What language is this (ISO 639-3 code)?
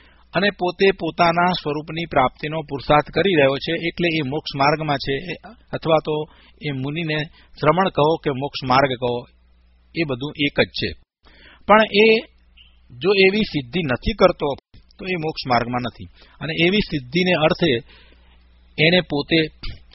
guj